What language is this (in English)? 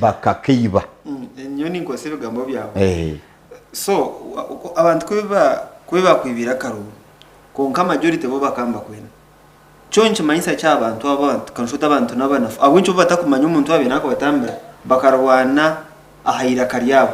Nyankole